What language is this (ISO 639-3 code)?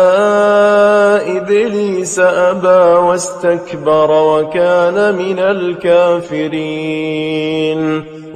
ara